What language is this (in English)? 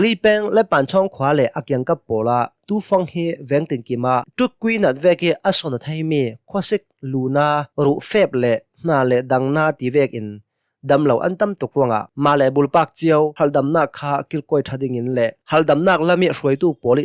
Hakha Chin